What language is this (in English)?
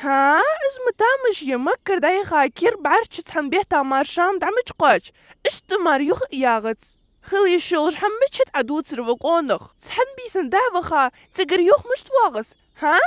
Ingush